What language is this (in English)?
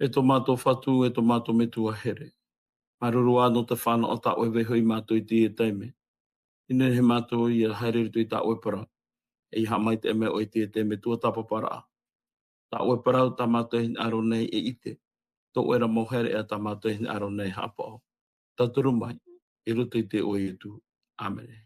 Tahitian